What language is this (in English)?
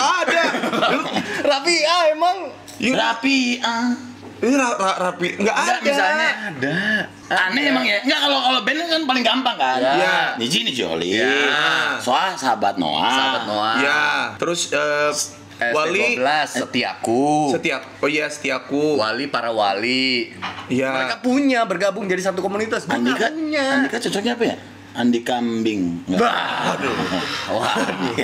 Indonesian